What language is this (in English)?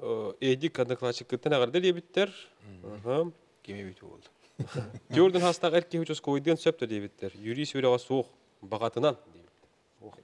Yakut